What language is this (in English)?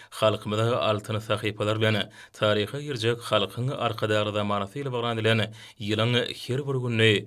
Turkmen